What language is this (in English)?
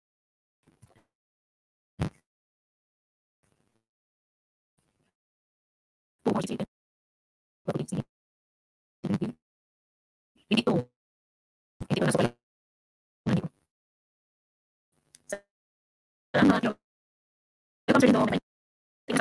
Filipino